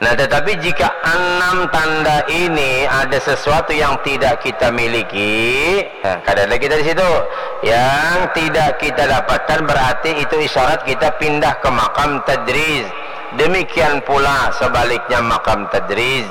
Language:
Banjar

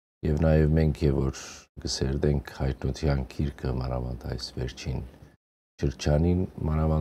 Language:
Western Armenian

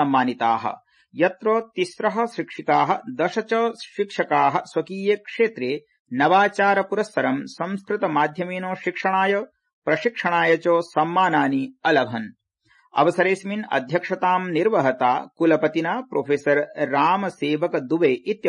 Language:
Sanskrit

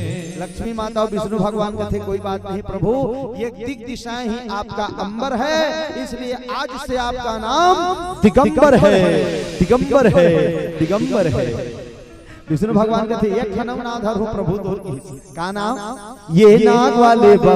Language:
Chhattisgarhi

